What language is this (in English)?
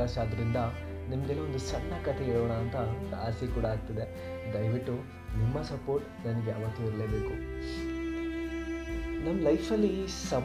Kannada